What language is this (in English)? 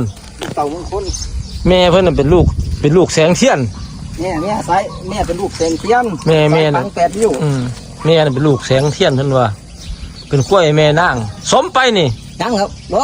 Northeastern Thai